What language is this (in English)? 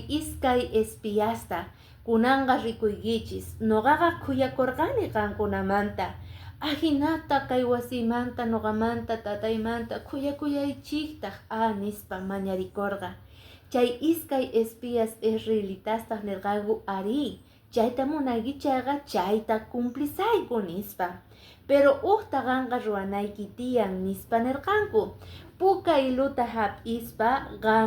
Quechua